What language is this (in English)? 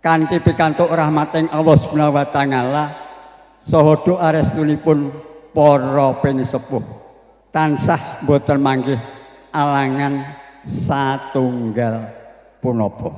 Javanese